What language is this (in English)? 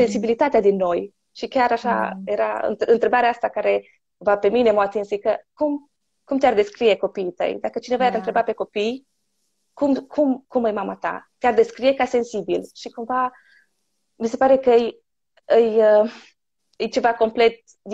Romanian